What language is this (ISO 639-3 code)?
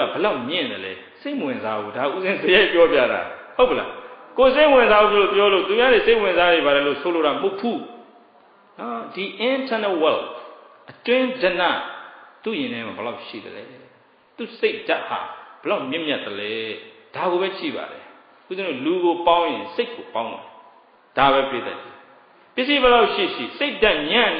mya